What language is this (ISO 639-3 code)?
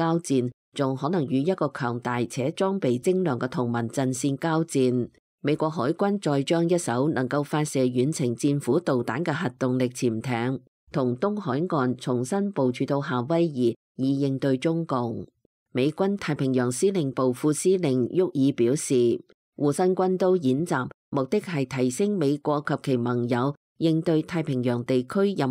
yue